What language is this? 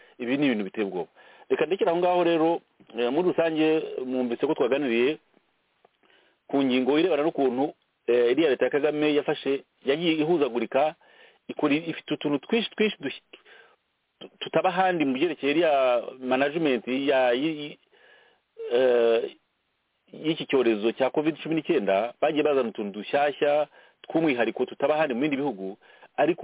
Kinyarwanda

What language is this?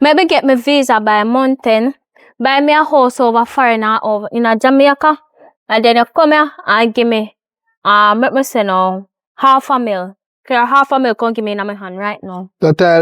Jamaican Creole English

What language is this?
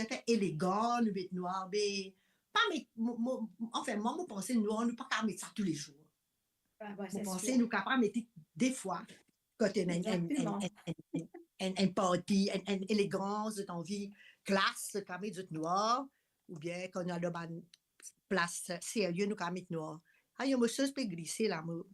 Morisyen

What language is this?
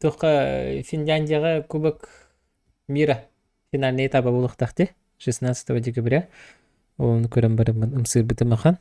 Yakut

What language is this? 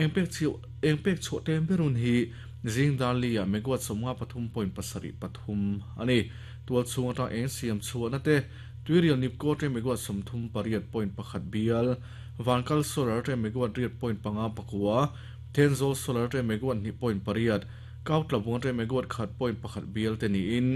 Mizo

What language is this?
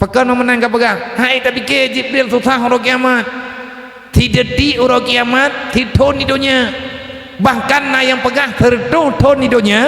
Achinese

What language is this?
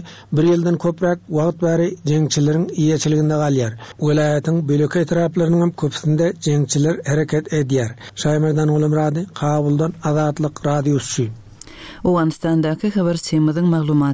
Turkmen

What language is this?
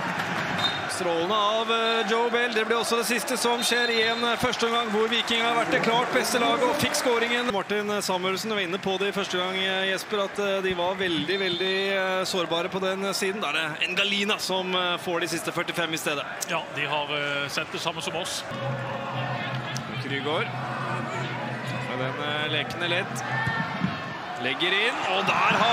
Norwegian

